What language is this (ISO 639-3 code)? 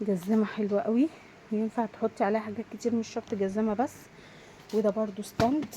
arz